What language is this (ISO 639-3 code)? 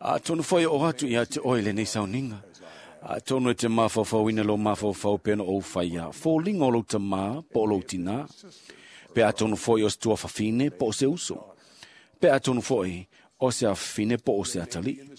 smo